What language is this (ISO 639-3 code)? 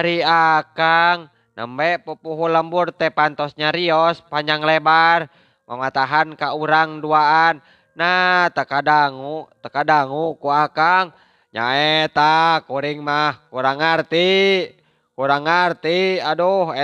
sun